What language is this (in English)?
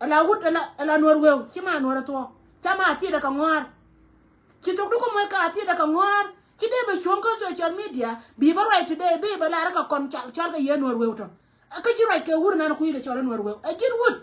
Nuer